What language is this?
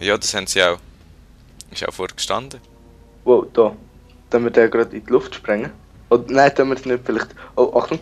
Swiss German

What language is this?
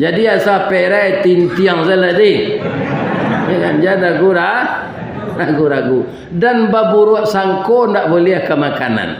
Minangkabau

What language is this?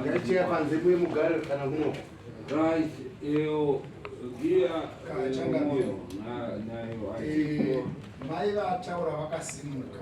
Shona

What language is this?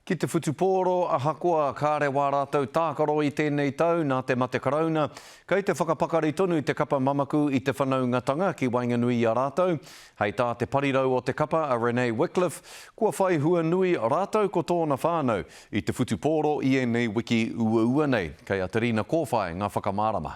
Māori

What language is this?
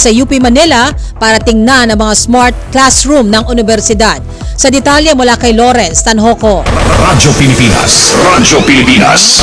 Filipino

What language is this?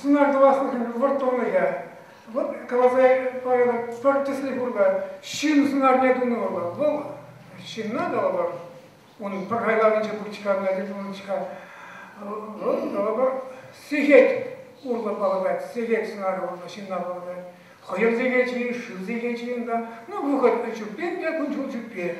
Chuvash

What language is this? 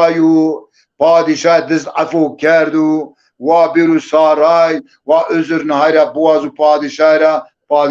Zaza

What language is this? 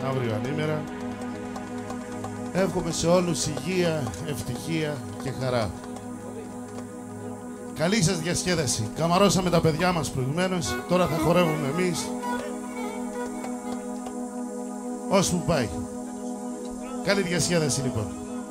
Greek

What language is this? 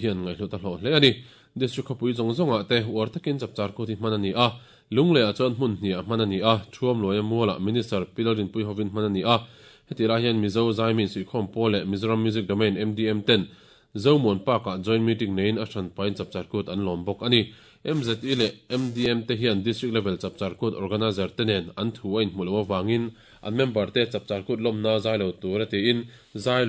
Mizo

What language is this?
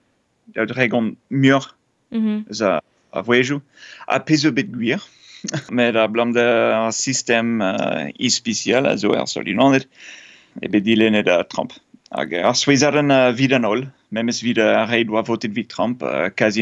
Breton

